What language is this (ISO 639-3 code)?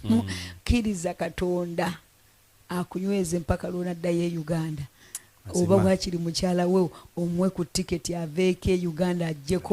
lug